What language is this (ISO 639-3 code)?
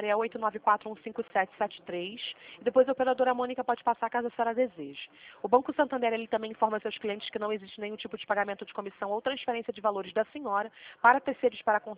por